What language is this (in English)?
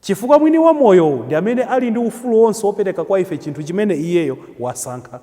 Nyanja